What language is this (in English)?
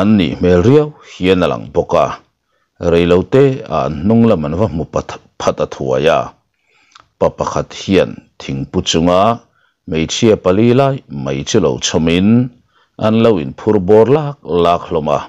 Mizo